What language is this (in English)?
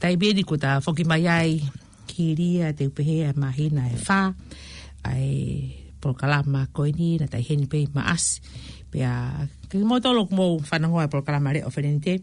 Tongan